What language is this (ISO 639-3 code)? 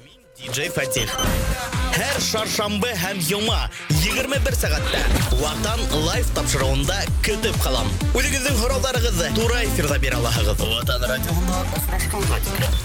bak